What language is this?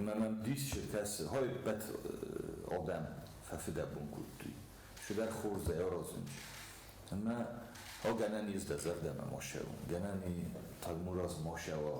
Ossetic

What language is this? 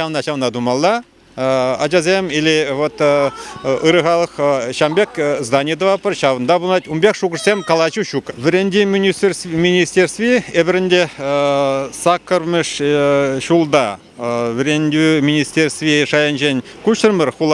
Chuvash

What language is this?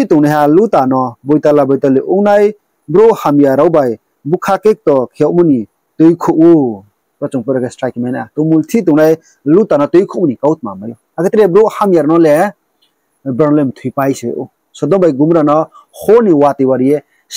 Riang (India)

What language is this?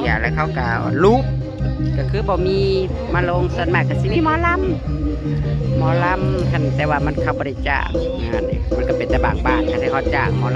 Northeastern Thai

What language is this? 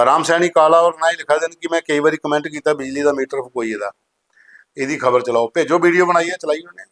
Dogri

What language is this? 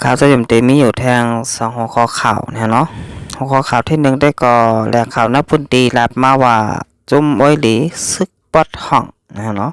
Shan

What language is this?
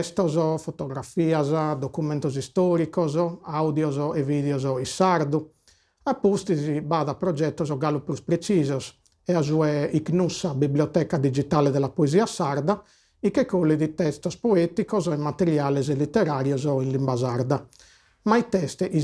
Sardinian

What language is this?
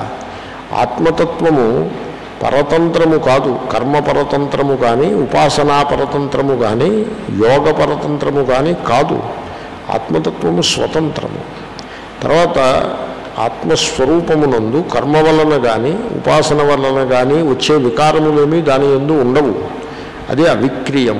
Telugu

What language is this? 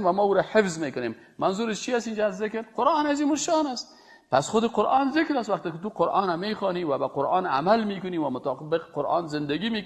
Persian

